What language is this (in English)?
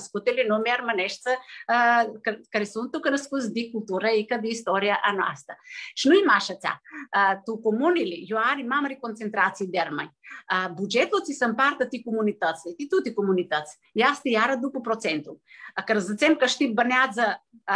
Aromanian